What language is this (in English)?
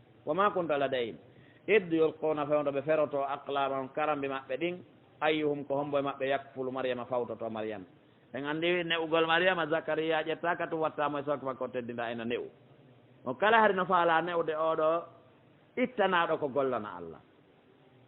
Pular